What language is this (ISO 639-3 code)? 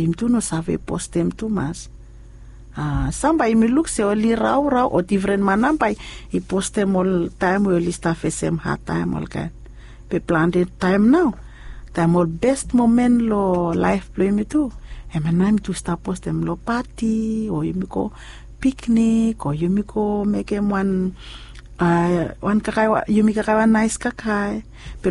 bis